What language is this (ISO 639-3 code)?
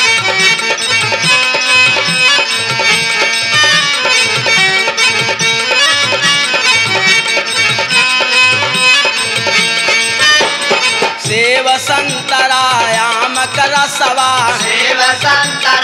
bho